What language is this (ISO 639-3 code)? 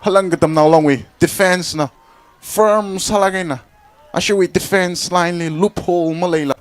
nmf